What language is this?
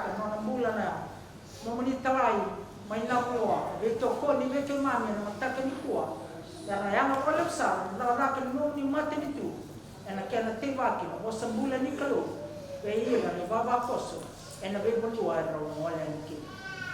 Fijian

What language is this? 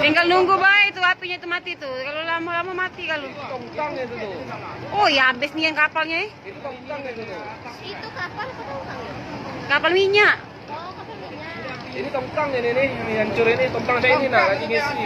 Musi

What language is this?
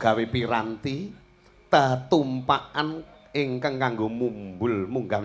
Javanese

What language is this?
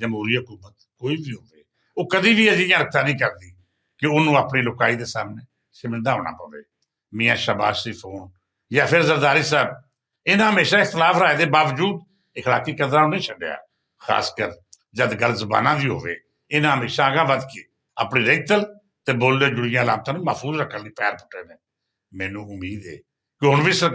Western Panjabi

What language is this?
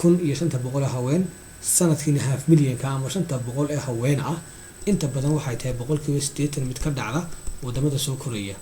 Somali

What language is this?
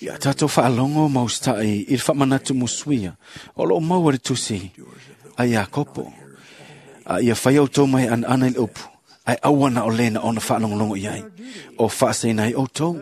Samoan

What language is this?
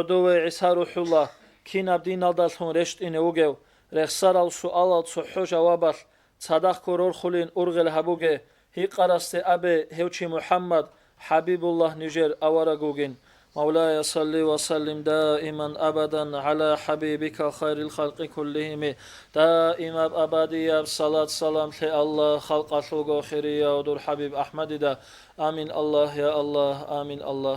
Avaric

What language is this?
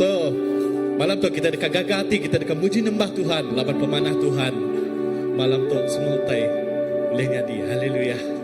Iban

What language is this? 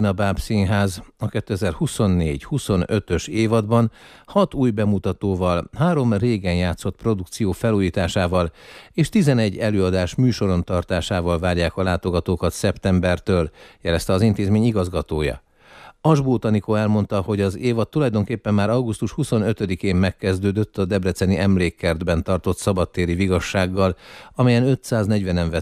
Hungarian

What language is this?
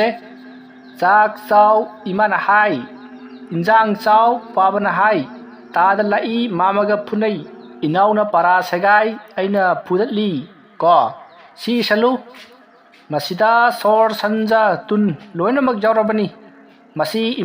Manipuri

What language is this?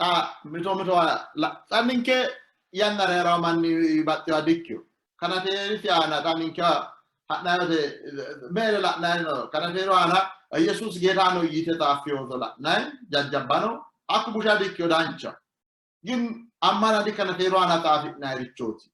Sidamo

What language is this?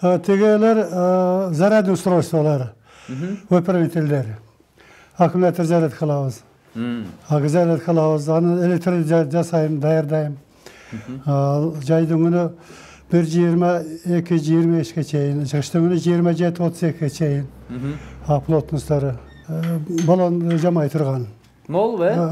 Kyrgyz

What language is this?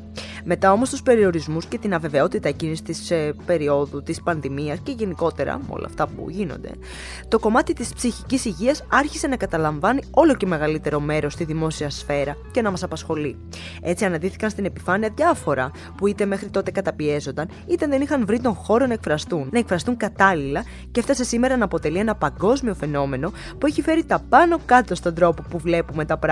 Greek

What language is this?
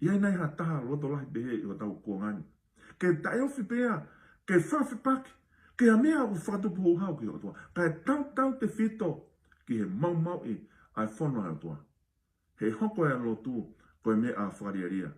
Tongan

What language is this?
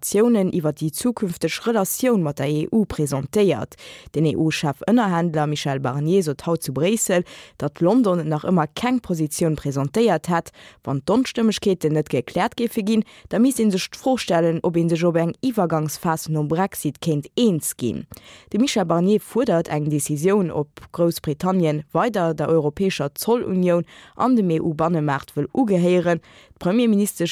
Luxembourgish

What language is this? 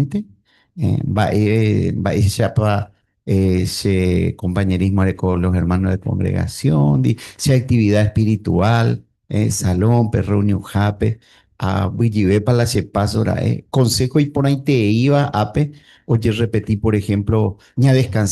Guarani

